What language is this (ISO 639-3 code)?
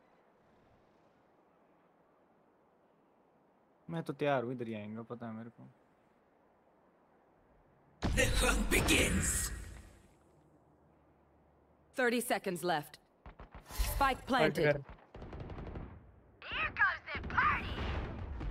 hin